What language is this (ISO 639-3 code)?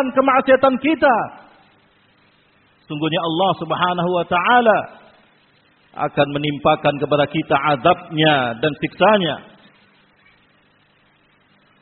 ind